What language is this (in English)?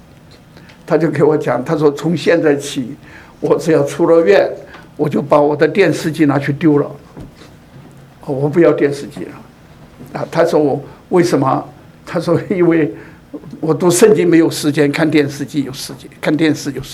Chinese